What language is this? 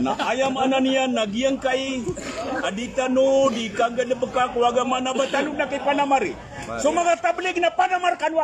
Maranao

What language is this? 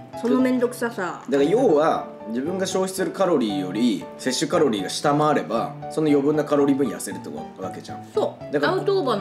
Japanese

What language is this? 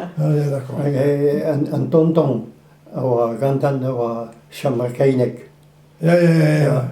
Breton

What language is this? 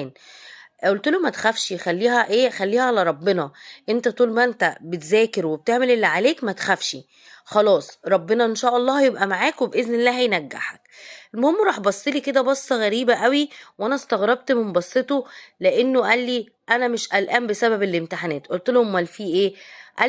Egyptian Arabic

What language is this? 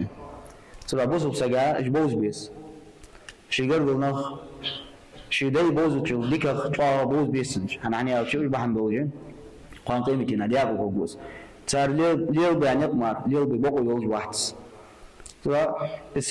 Ingush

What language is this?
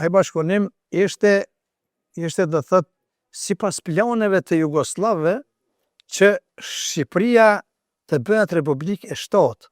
Albanian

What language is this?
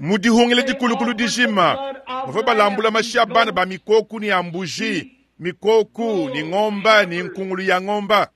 Luba-Lulua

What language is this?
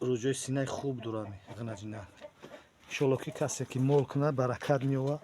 Tajik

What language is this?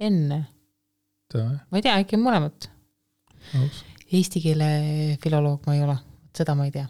Estonian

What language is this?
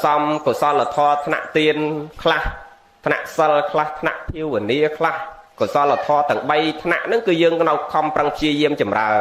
Khmer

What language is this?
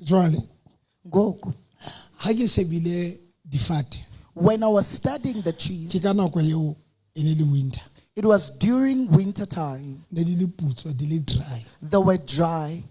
Southern Sotho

